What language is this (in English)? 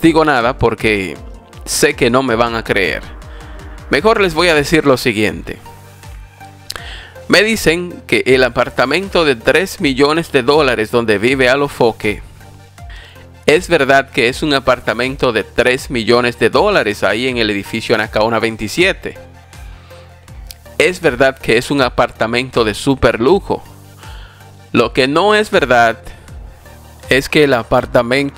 Spanish